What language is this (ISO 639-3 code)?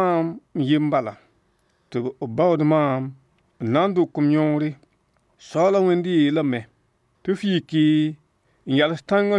mos